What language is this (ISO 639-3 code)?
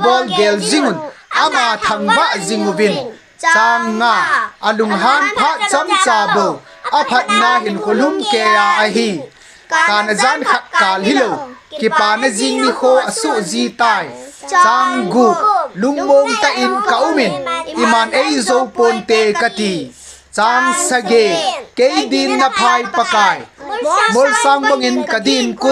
tcz